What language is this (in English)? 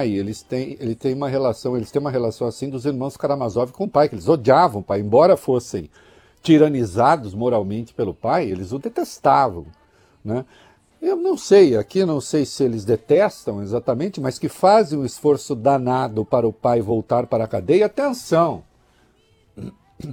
Portuguese